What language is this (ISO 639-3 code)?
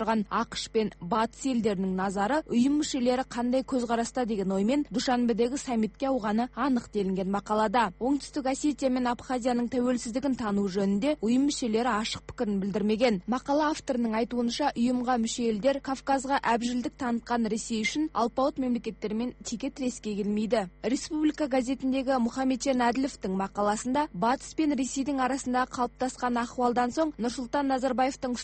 kaz